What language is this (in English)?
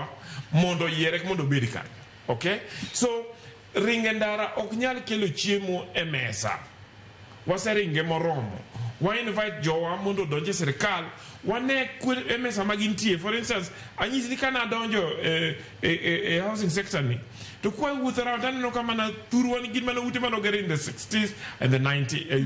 Luo (Kenya and Tanzania)